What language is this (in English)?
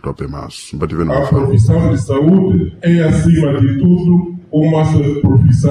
Sena